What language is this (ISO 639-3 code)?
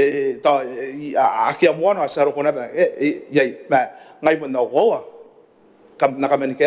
gil